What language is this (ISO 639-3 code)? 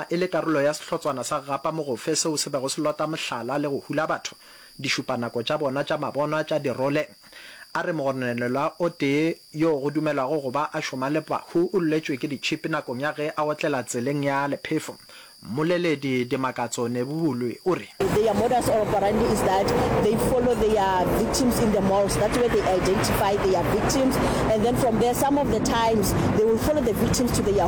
nso